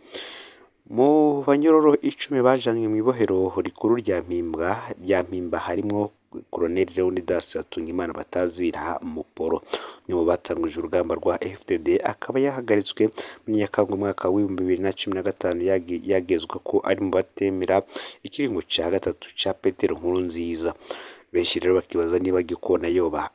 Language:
Rundi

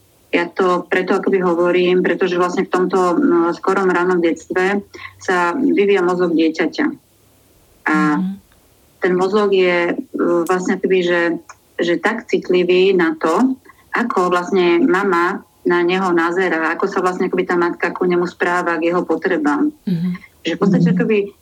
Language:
Slovak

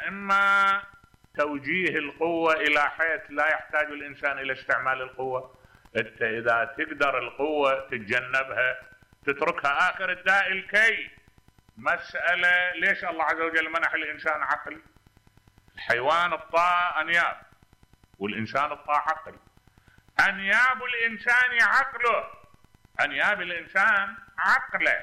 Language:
Mesopotamian Arabic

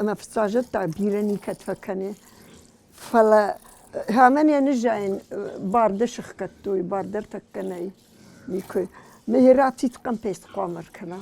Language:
Ossetic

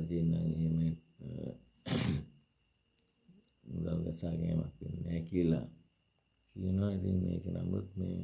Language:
Sinhala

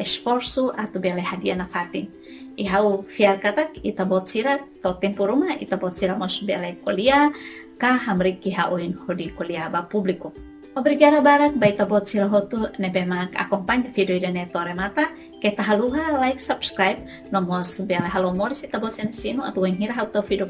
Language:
Tetum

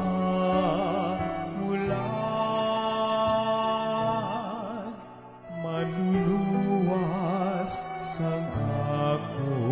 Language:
Hiligaynon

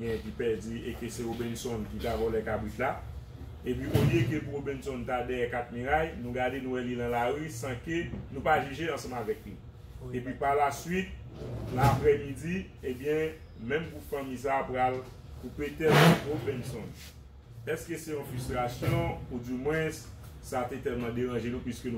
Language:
Haitian Creole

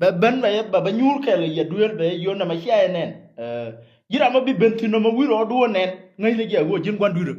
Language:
Nuer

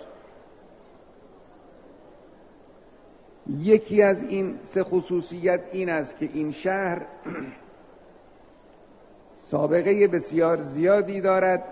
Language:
Persian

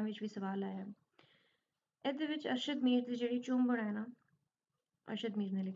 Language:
Punjabi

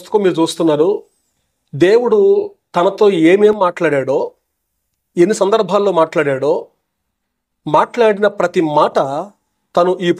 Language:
Telugu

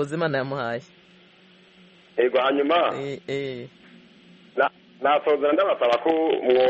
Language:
Kinyarwanda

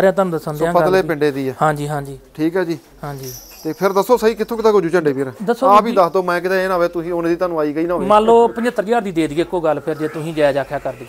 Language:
Punjabi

